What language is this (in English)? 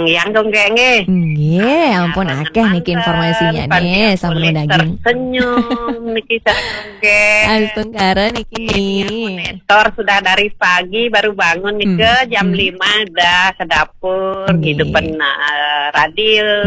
Balinese